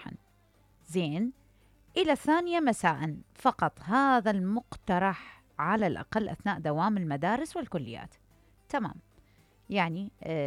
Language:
Mesopotamian Arabic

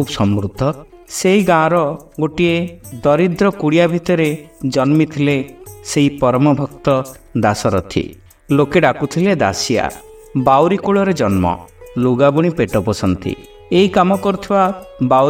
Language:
Odia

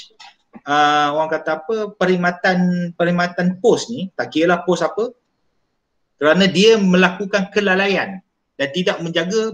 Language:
Malay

